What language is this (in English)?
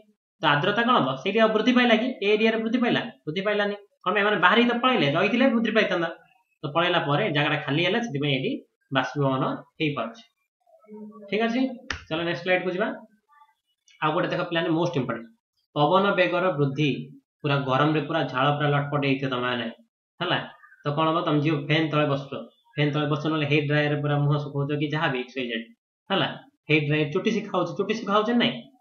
Odia